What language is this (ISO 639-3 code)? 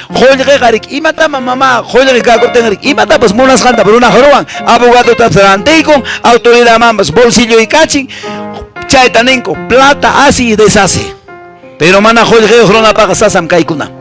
que